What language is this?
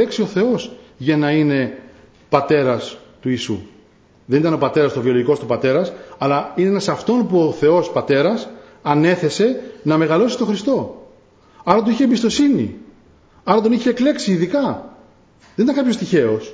Greek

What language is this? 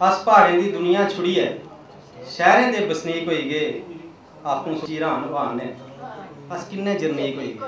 Dogri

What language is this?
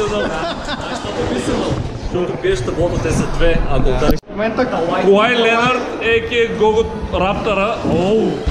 Bulgarian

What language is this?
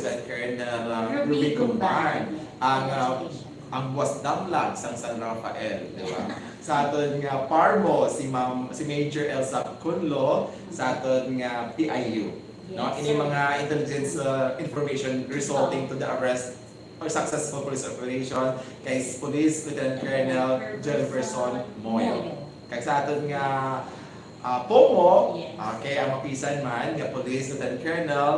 Hiligaynon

